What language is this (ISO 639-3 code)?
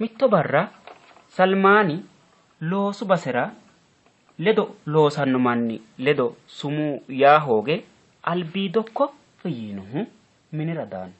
sid